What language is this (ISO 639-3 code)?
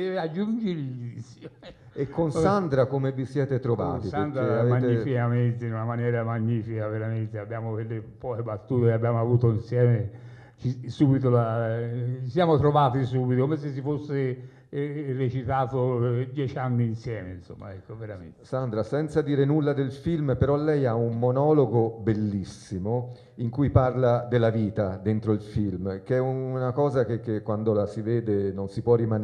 ita